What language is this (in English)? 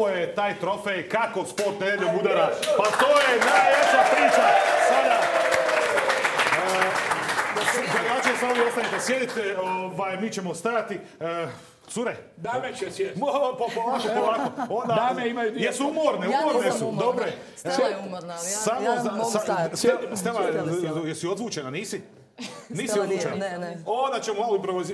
Croatian